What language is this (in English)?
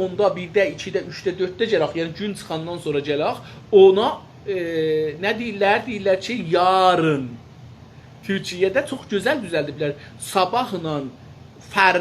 South Azerbaijani